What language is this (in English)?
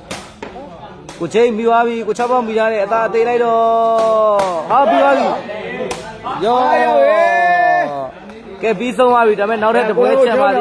Burmese